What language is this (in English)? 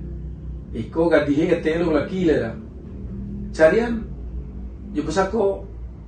Minangkabau